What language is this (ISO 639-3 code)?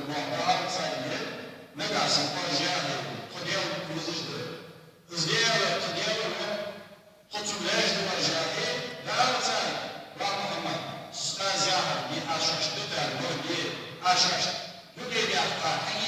inh